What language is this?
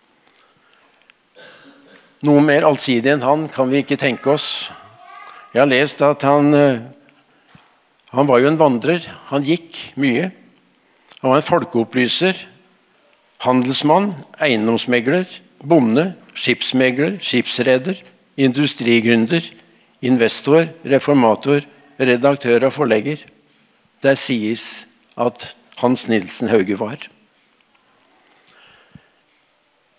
Norwegian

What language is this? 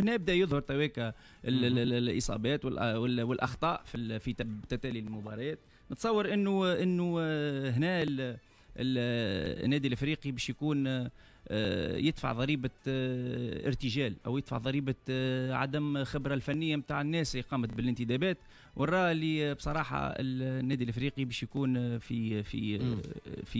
Tunisian Arabic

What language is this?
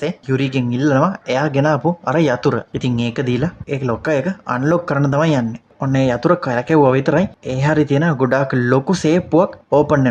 Sinhala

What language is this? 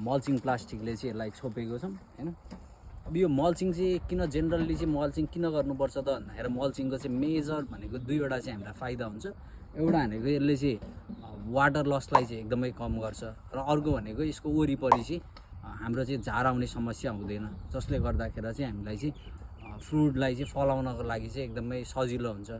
Nepali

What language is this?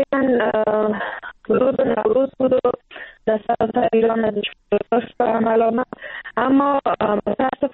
Persian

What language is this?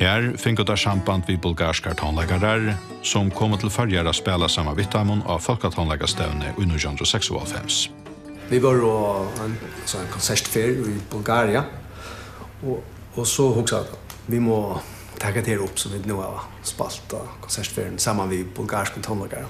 Faroese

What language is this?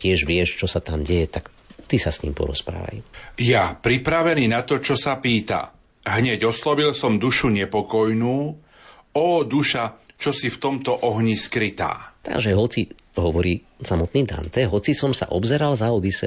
Slovak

